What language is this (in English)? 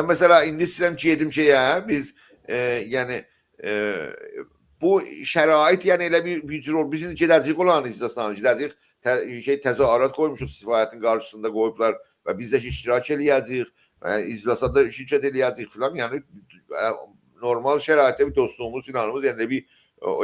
South Azerbaijani